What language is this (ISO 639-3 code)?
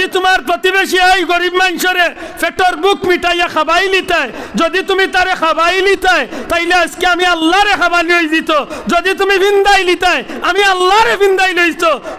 syl